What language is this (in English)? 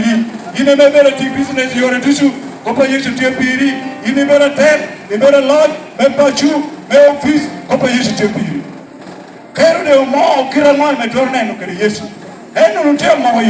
Lango (Uganda)